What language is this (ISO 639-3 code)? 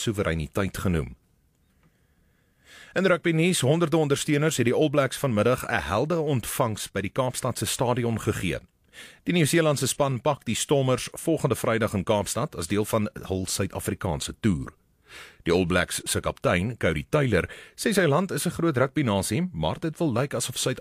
afr